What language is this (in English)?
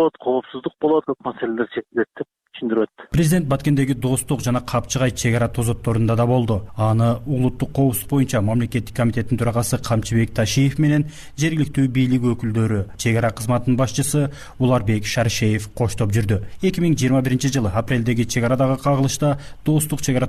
Kyrgyz